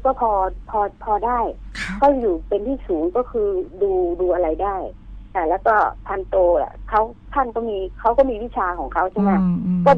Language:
Thai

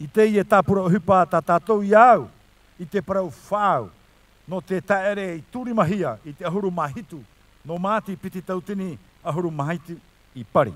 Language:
Tahitian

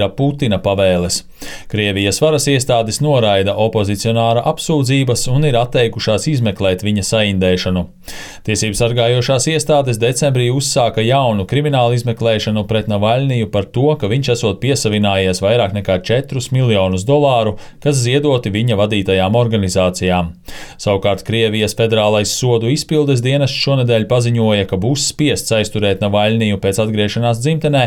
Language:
Latvian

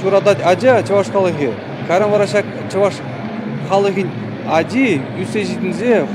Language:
Chuvash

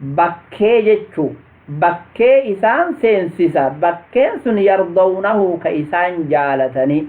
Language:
Oromo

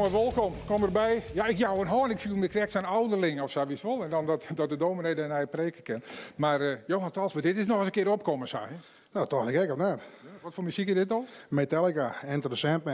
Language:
Western Frisian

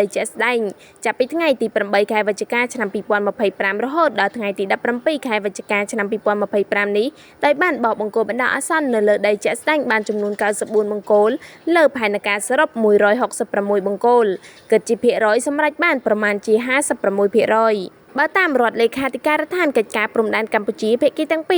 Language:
Khmer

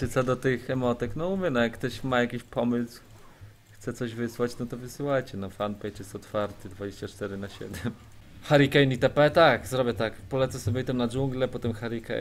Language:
Polish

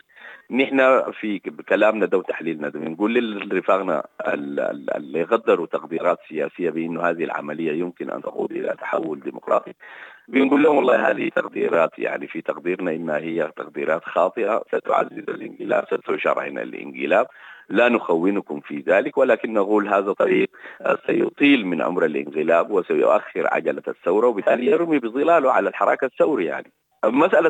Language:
Sudanese Arabic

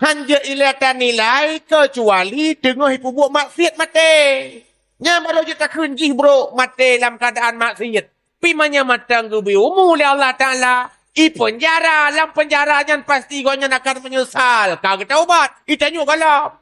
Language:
Achinese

